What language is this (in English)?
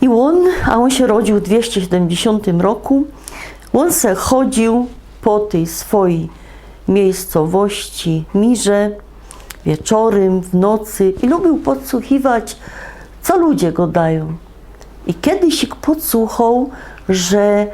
Silesian